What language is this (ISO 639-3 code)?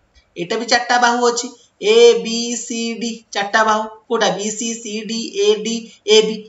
ori